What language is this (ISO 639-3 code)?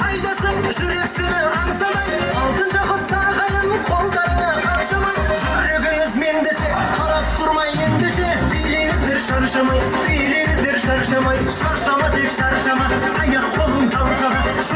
kaa